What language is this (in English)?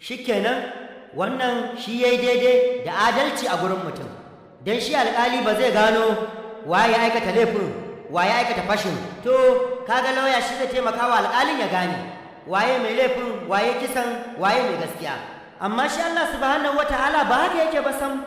Hausa